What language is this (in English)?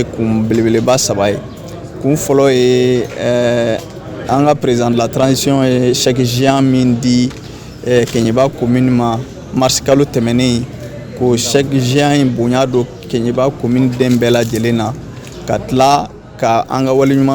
Bambara